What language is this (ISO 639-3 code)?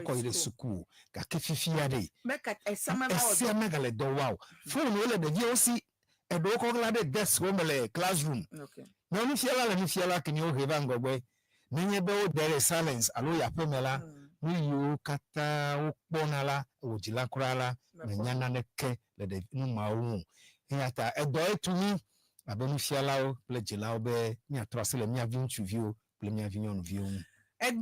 ewe